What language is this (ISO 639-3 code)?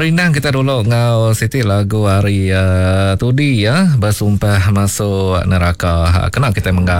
iba